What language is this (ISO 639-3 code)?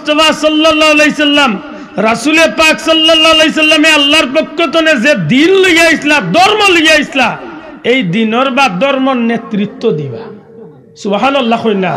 syl